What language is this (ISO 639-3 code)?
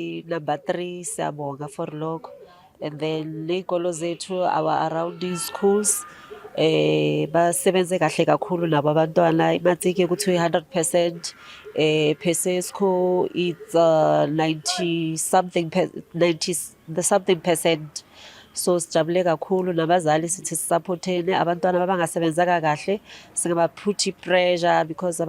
zul